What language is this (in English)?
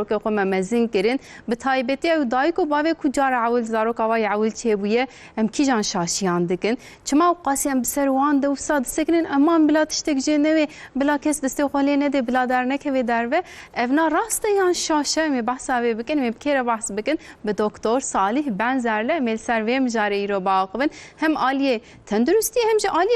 Kurdish